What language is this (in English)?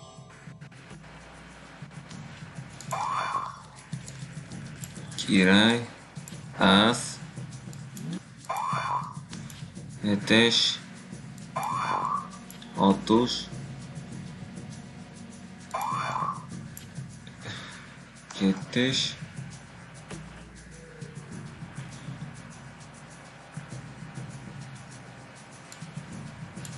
Hungarian